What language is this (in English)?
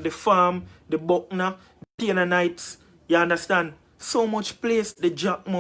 Jamaican Creole English